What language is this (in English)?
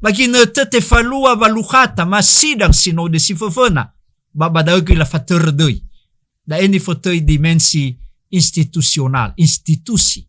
Nias